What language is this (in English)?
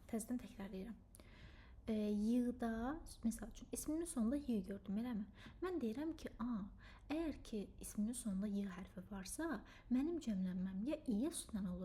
Azerbaijani